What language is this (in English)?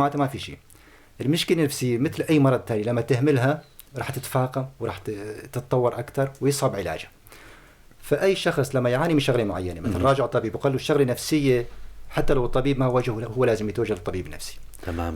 North Levantine Arabic